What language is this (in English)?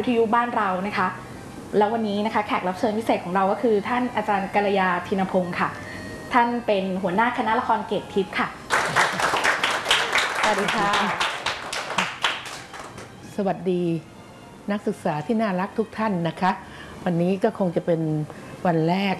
Thai